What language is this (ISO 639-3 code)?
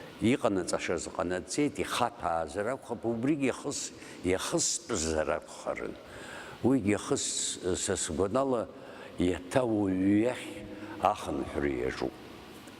abk